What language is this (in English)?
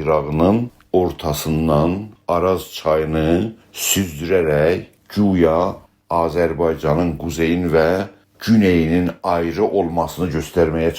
South Azerbaijani